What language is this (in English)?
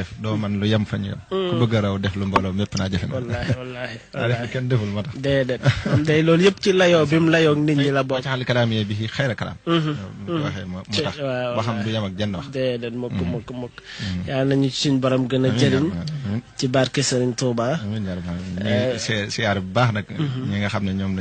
Wolof